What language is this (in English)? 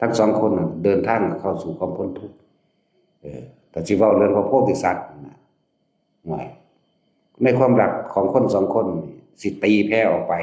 Northeastern Thai